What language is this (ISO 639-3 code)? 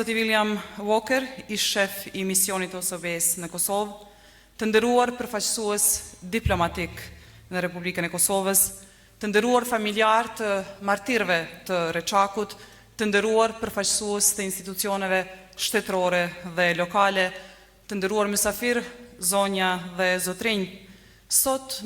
sqi